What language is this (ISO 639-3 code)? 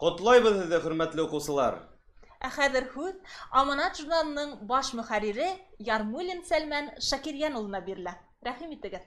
bak